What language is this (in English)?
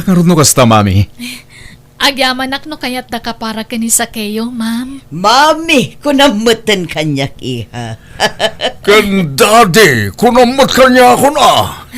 Iloko